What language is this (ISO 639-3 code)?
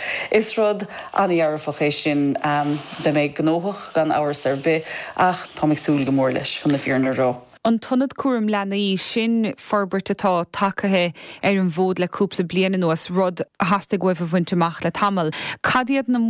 gle